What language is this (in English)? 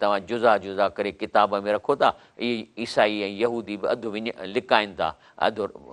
Sindhi